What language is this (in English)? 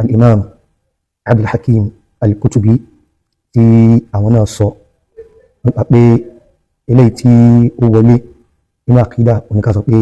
Yoruba